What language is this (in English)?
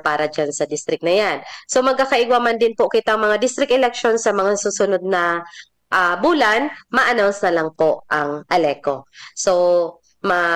Bikol